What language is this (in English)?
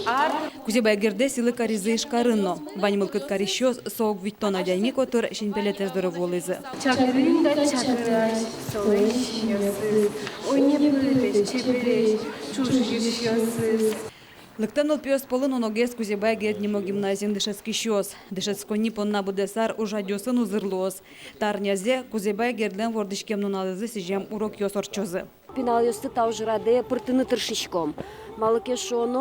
Udmurt